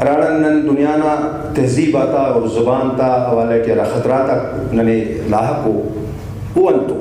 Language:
Brahui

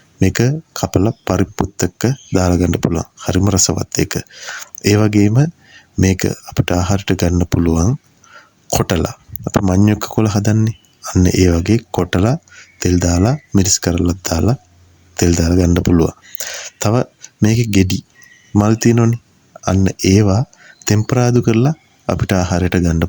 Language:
Sinhala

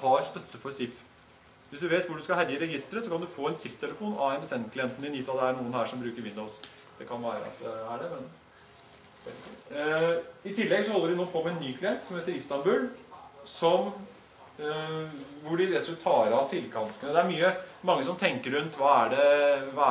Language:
Norwegian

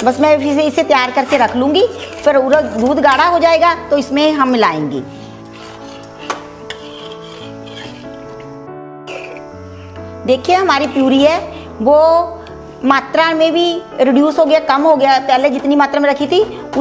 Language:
Hindi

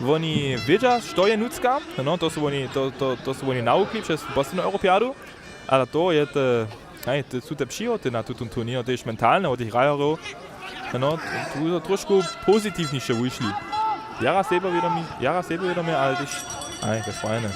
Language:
Upper Sorbian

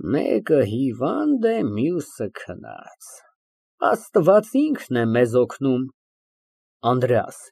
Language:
Armenian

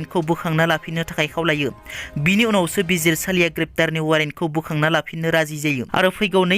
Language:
Bodo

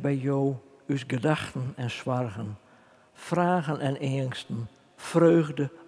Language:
Western Frisian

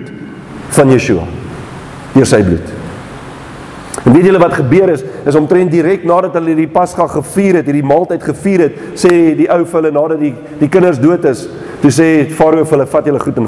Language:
Afrikaans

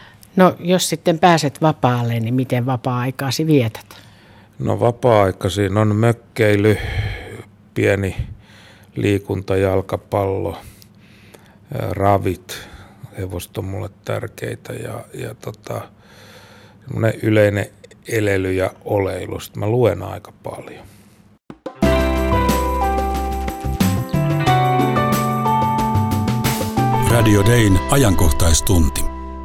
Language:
Finnish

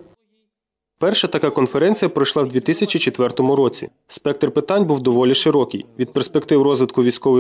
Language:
Ukrainian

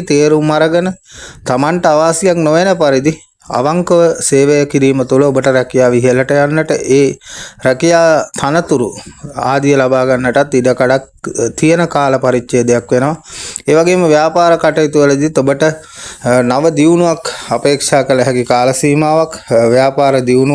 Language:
Sinhala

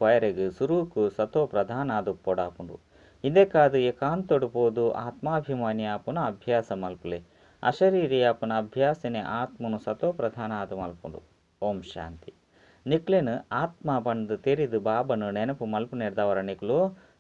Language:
Tulu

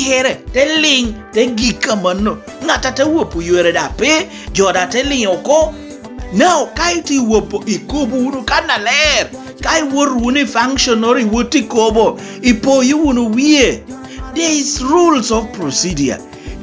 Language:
Lango (Uganda)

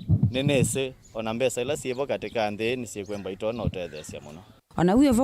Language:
Kamba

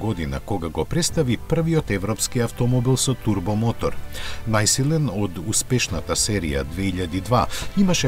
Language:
Macedonian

